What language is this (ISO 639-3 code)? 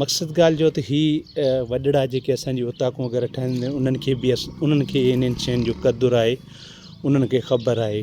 snd